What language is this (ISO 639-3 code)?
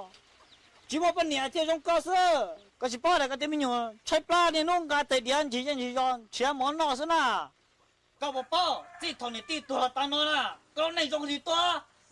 hmn